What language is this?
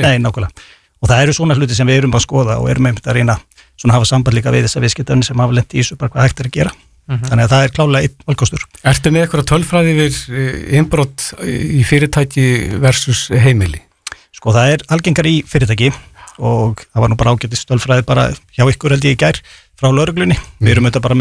Icelandic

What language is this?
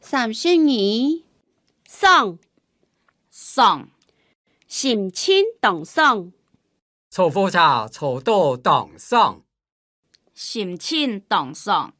Hakka Chinese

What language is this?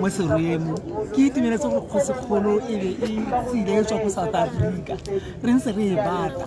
Tswana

